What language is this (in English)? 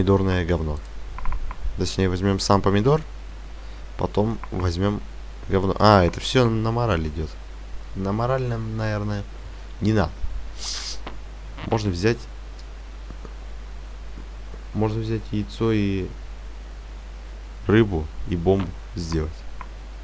Russian